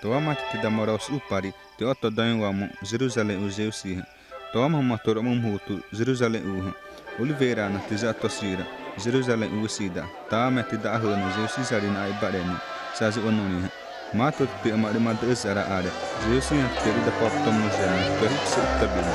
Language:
Xavánte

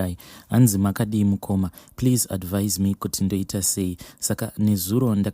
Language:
Shona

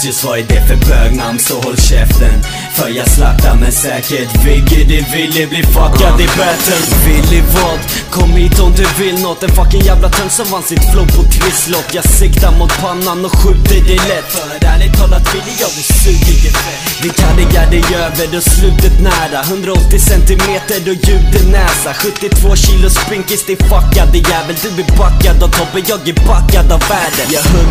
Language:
Swedish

